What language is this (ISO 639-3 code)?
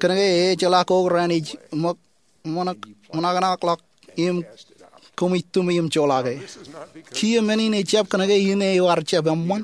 mah